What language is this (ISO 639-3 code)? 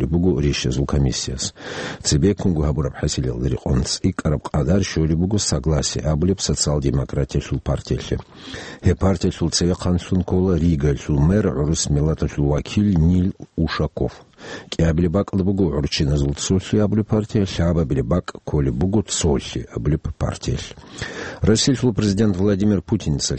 ava